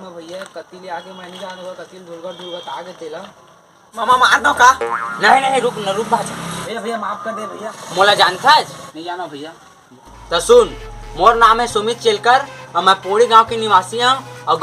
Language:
Chhattisgarhi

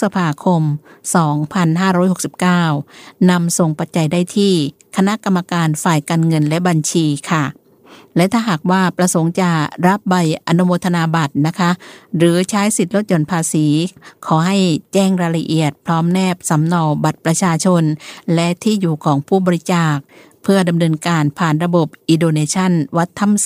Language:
Thai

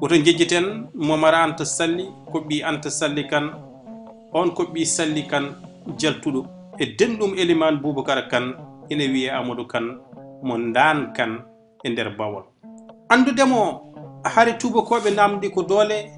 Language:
Fula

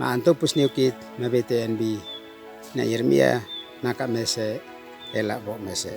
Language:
Uab Meto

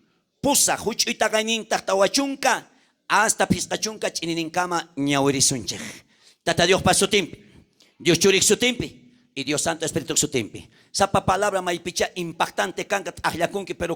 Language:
South Bolivian Quechua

